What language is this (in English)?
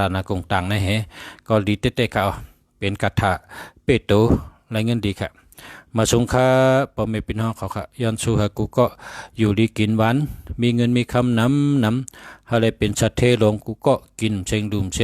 Shan